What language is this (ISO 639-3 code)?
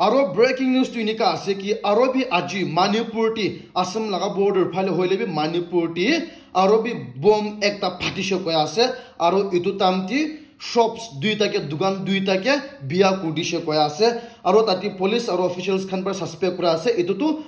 nag